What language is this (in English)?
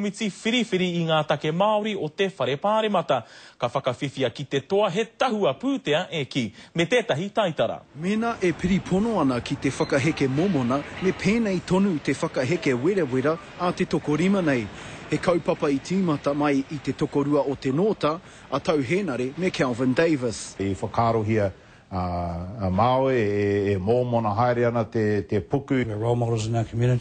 Māori